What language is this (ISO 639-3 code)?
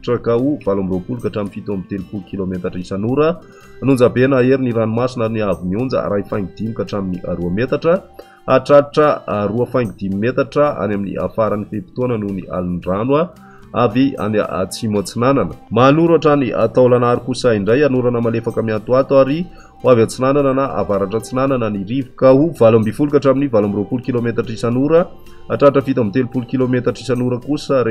mlg